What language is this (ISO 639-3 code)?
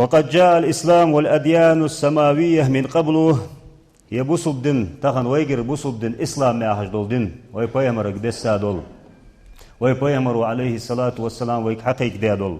inh